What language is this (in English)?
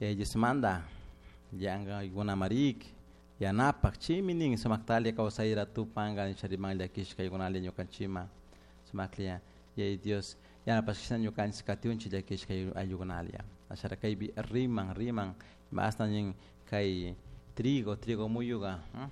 Chimborazo Highland Quichua